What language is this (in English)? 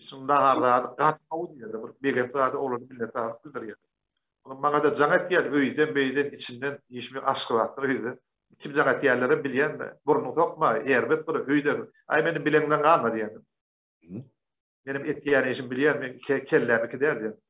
Turkmen